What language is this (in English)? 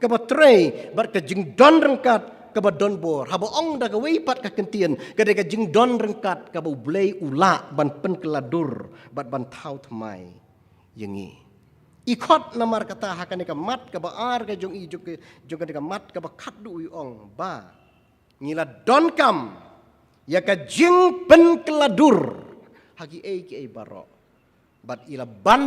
Khasi